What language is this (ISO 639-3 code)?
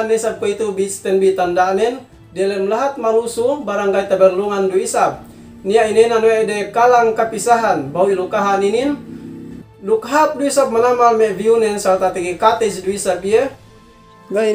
yka